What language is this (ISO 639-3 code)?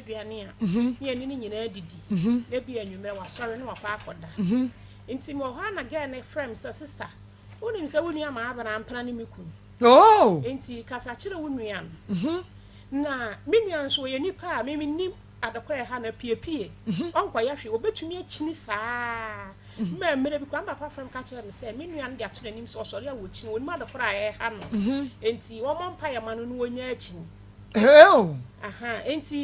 aka